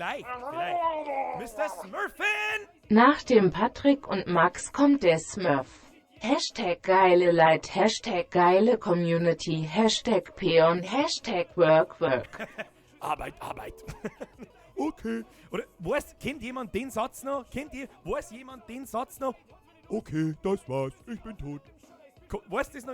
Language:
Bavarian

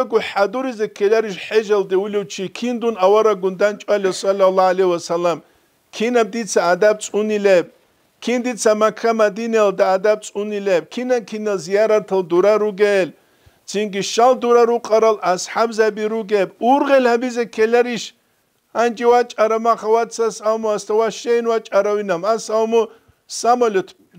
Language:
Avaric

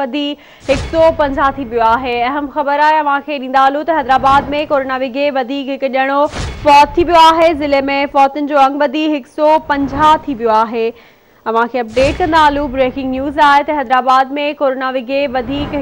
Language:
Sindhi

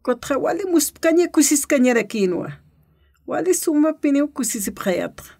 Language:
Aymara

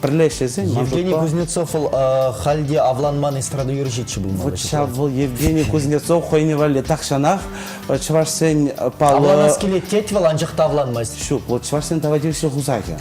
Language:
Chuvash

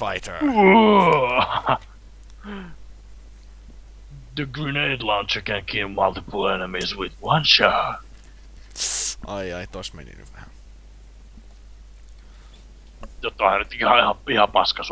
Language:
Finnish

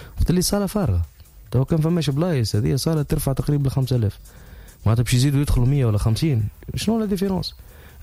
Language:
Tunisian Arabic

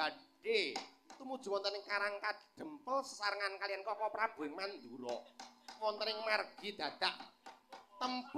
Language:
Javanese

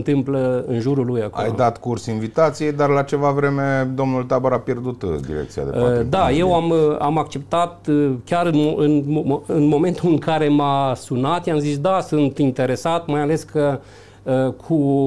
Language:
Romanian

